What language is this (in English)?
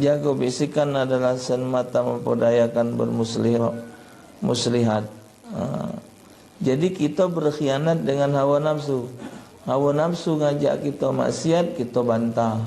Musi